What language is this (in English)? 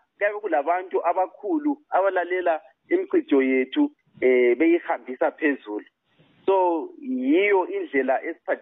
North Ndebele